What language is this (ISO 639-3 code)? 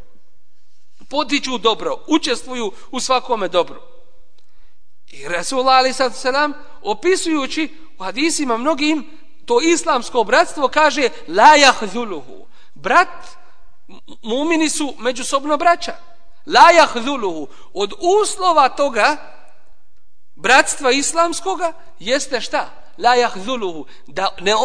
bos